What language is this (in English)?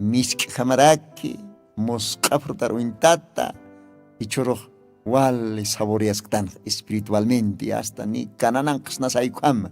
Aymara